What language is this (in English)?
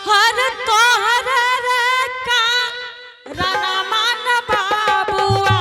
Angika